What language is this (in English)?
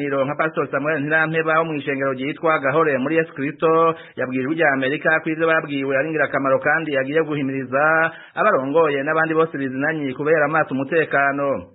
Rundi